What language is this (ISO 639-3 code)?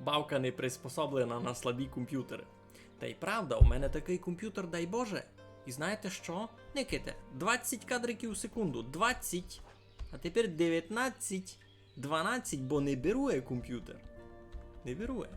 rue